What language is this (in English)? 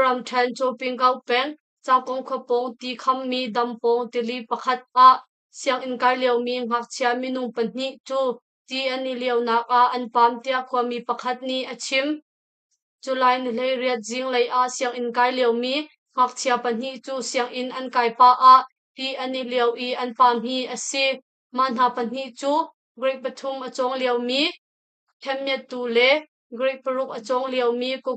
Hakha Chin